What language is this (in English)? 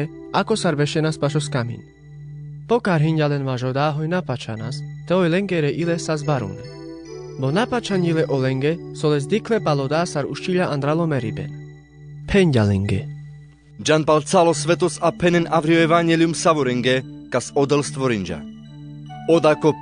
Carpathian Romani